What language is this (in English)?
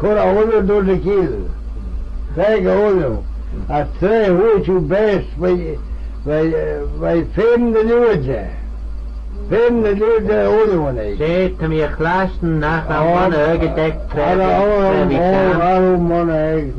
Manx